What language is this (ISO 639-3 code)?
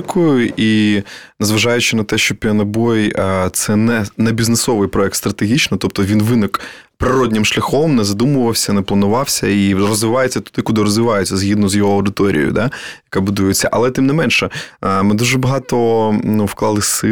ukr